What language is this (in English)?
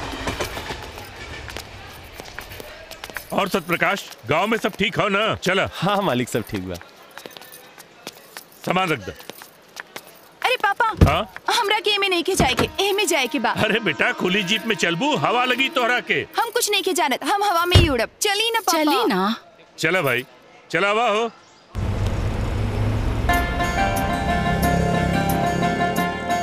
Bhojpuri